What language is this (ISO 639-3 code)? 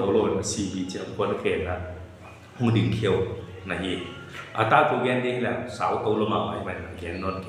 ctd